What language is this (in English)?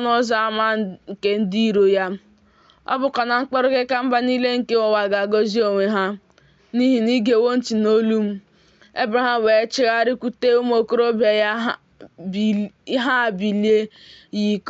Igbo